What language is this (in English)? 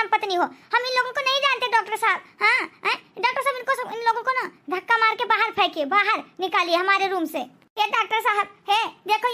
Awadhi